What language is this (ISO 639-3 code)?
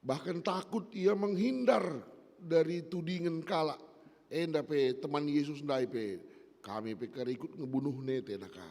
btx